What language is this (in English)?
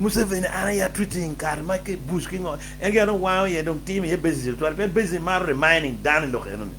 Acoli